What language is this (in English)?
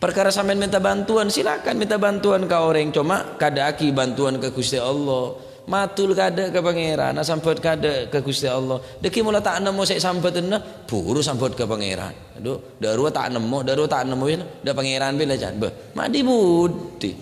Madurese